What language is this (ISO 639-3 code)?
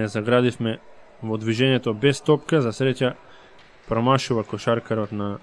mkd